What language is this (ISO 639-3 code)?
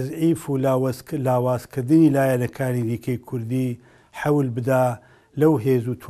ckb